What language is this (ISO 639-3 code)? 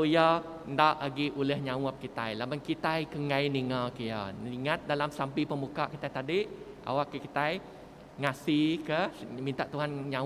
iba